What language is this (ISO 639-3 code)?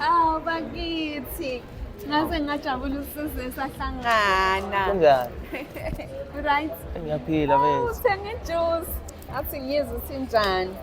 zul